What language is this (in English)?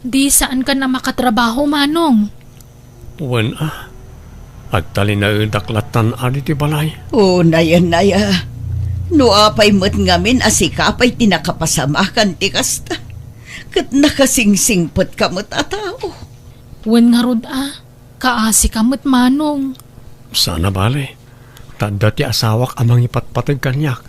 Iloko